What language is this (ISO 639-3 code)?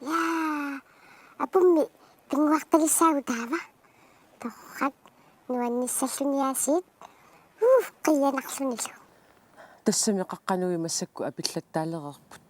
kal